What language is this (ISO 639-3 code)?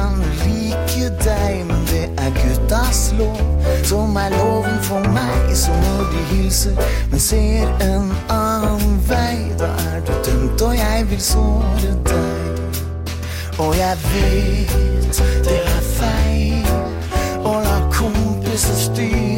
nor